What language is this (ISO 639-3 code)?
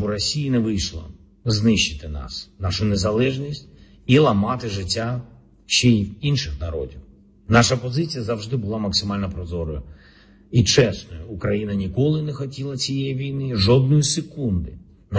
ukr